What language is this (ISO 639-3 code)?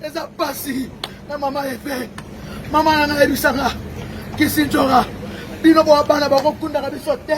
lin